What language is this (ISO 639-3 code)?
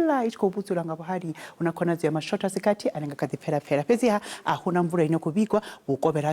ven